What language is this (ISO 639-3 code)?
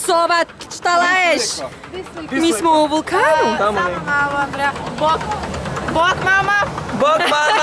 hrv